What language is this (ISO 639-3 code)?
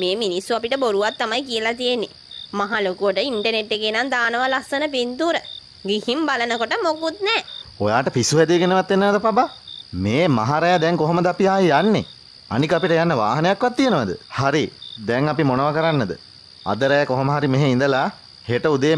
sin